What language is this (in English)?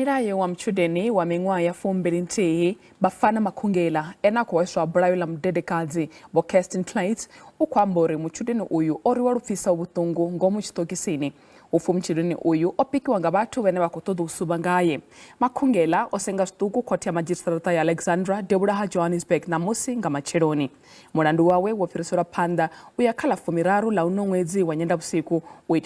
Venda